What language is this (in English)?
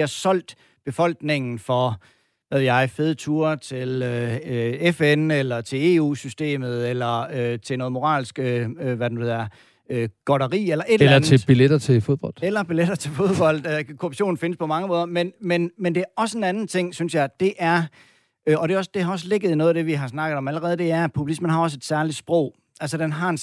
Danish